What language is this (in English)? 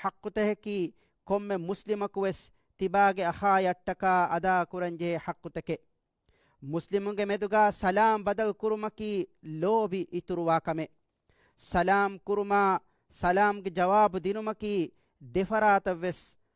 Divehi